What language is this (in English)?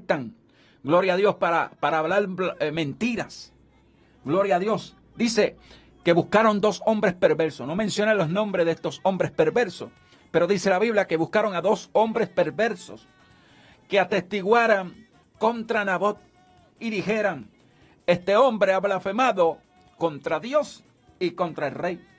Spanish